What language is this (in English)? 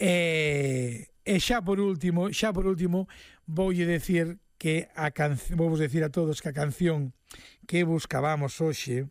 Galician